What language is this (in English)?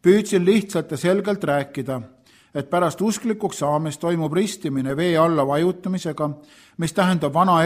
Estonian